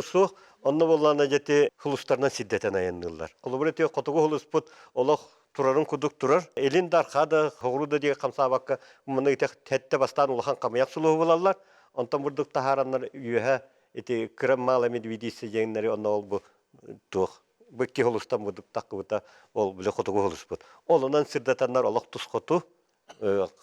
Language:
Yakut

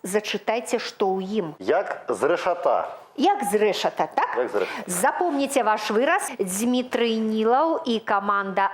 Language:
Belarusian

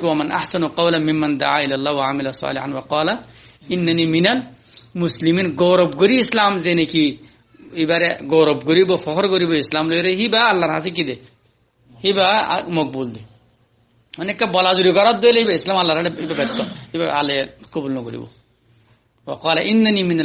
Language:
Rohingya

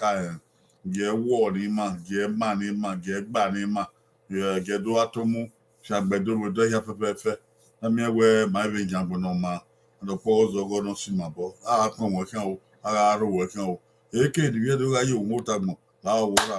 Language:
Bini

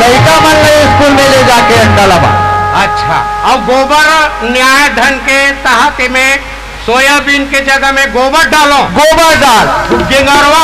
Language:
Chhattisgarhi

